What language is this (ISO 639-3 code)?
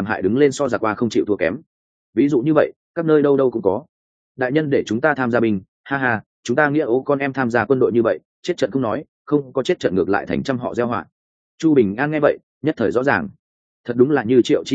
vie